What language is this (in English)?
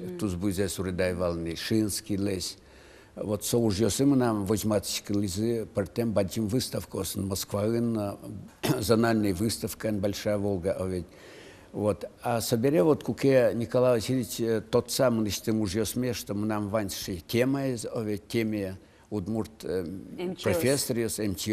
Udmurt